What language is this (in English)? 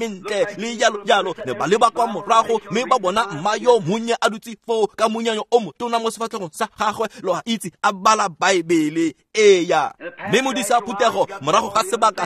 Tswana